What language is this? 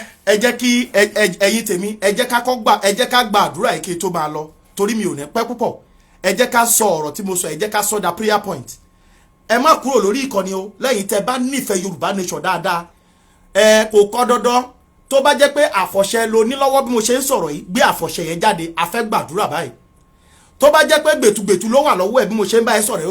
Yoruba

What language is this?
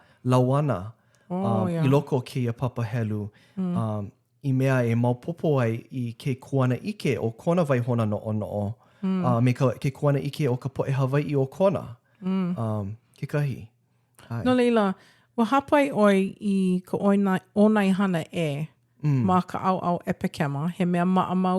Hawaiian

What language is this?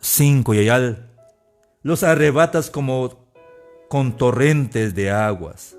Tzeltal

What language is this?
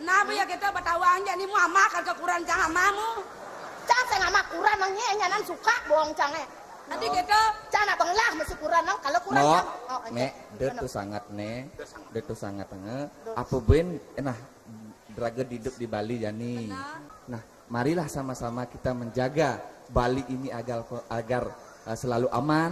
Balinese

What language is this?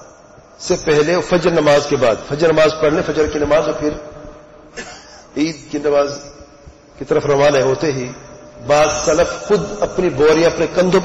Urdu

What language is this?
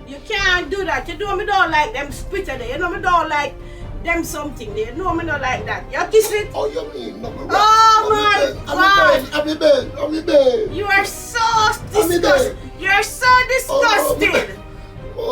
Jamaican Creole English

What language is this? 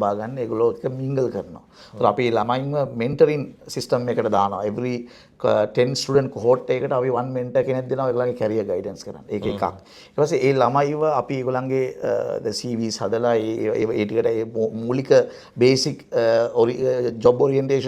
Sinhala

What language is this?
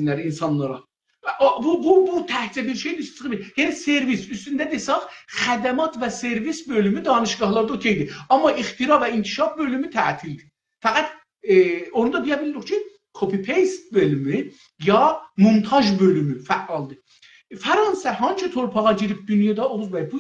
South Azerbaijani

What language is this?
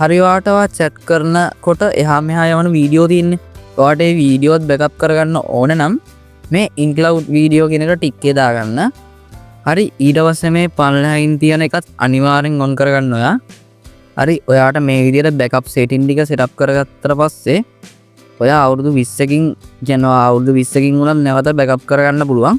Sinhala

